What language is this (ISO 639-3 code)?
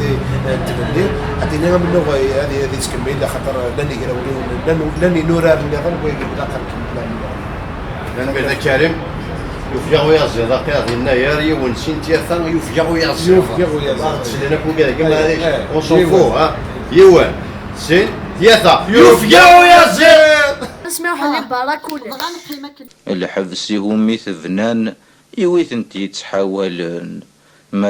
kab